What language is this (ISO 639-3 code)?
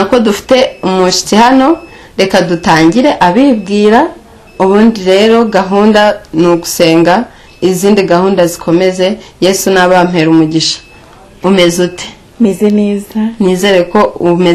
kin